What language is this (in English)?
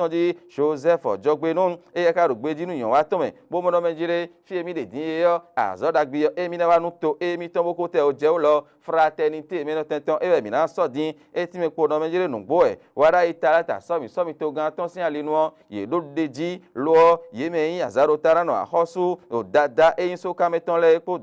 Fon